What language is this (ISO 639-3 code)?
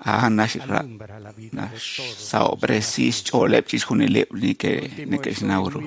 kek